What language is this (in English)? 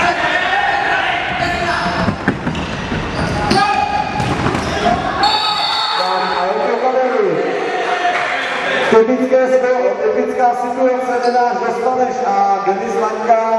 Czech